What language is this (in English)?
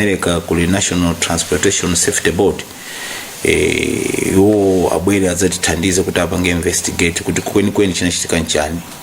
Nyanja